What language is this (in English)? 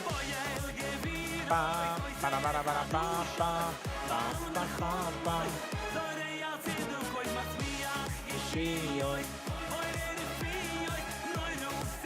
Yiddish